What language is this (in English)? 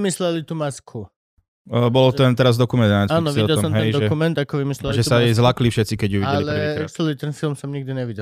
Slovak